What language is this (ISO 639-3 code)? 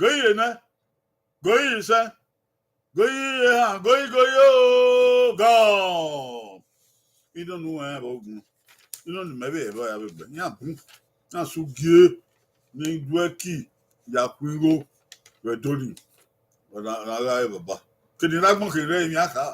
bin